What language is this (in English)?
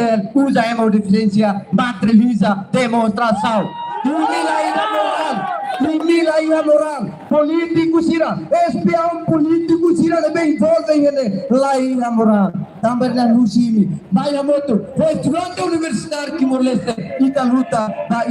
Tetum